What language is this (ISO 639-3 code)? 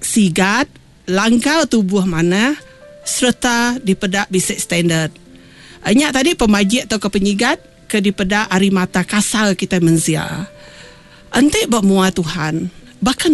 iba